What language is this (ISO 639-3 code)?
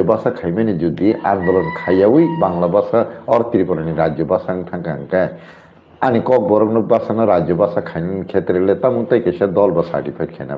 trp